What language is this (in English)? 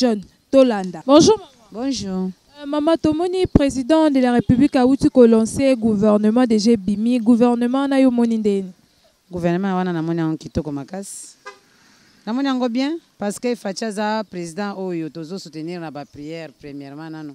Lingala